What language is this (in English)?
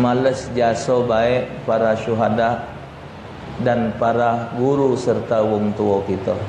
Musi